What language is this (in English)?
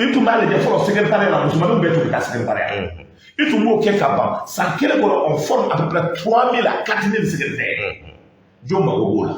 Bambara